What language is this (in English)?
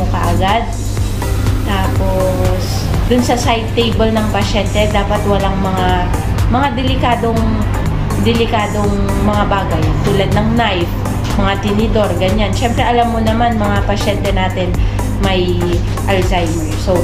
Filipino